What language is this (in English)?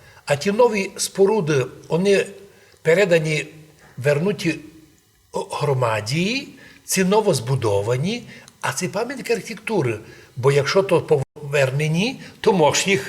Rusyn